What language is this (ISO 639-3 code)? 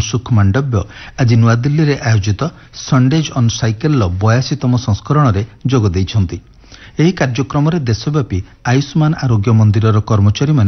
ori